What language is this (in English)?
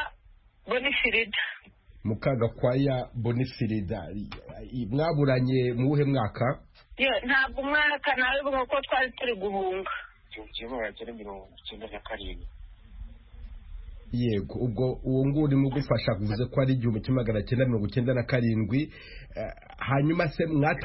Kinyarwanda